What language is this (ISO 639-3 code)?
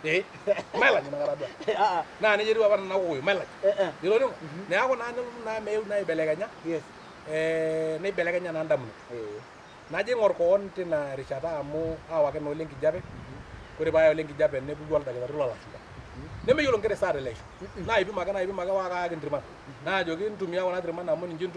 mas